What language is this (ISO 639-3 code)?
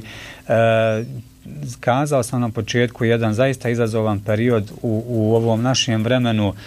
bos